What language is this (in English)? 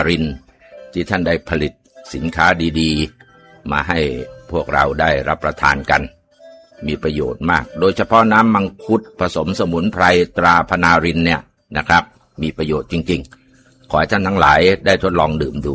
Thai